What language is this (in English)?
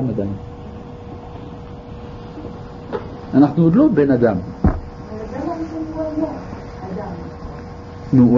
Hebrew